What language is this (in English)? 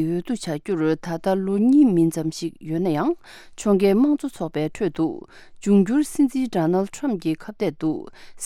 Tibetan